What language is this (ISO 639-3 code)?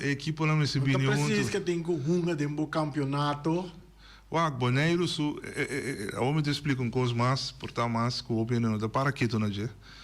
pap